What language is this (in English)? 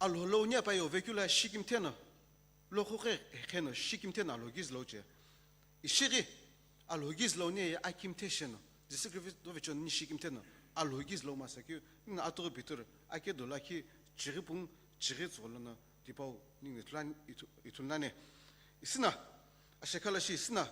Sumi Naga